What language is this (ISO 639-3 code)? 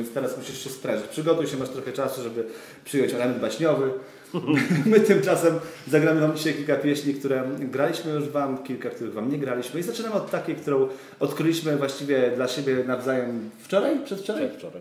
pol